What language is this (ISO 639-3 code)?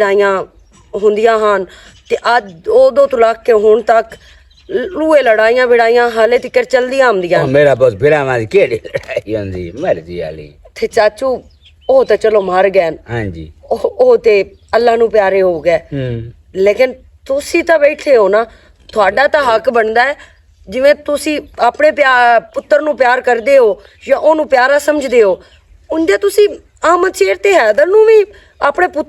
lah